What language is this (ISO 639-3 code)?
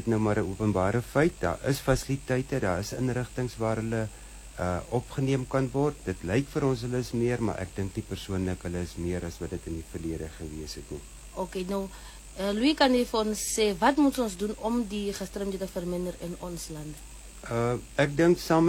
afr